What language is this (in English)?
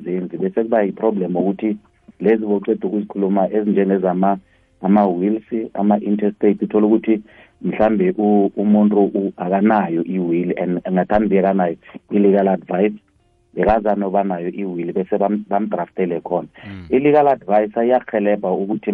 South Ndebele